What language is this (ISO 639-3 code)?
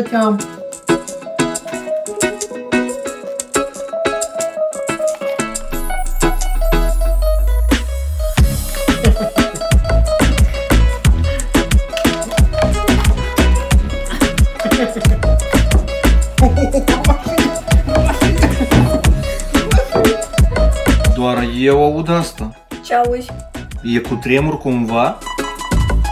ron